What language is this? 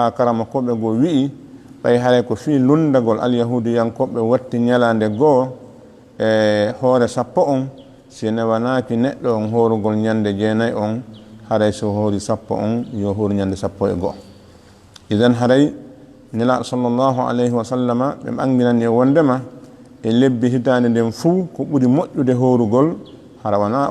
Fula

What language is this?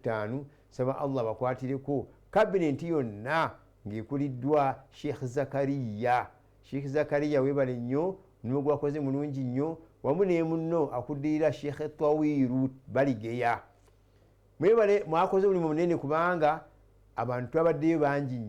Ganda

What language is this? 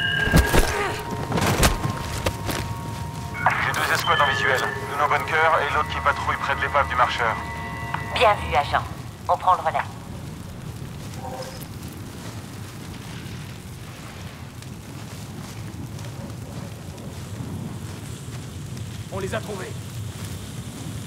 French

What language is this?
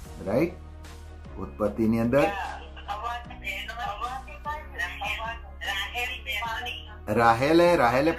Gujarati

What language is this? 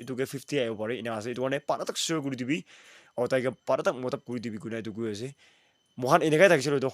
Naga Pidgin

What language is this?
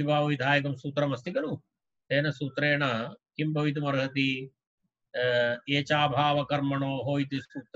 Sanskrit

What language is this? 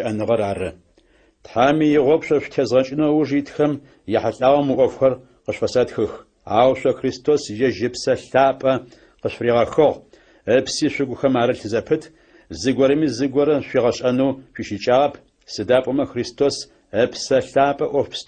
Adyghe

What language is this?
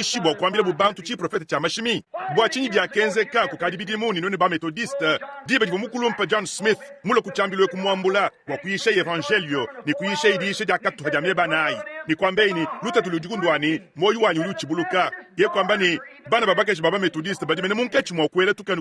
Luba-Lulua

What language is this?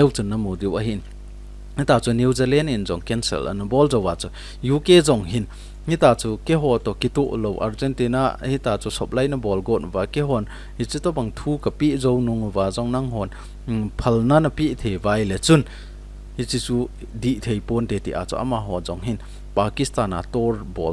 Thado Chin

